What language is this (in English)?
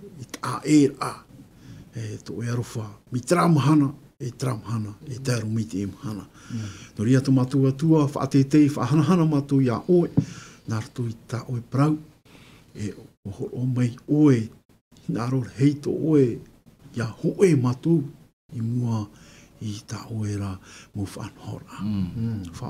Tahitian